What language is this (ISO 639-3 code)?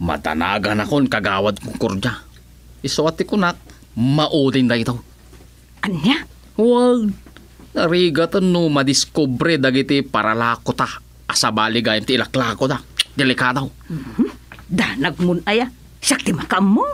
ilo